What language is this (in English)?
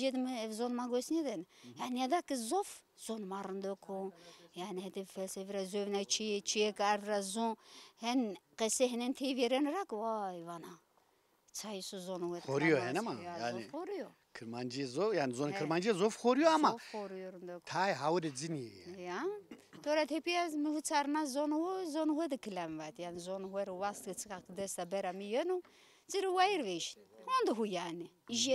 Zaza